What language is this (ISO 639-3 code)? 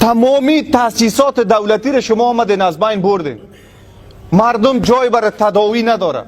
fas